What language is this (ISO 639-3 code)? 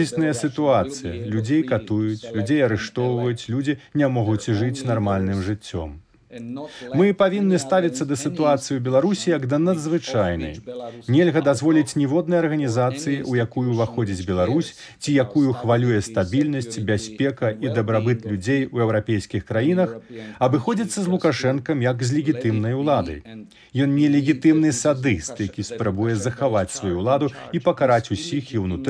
bel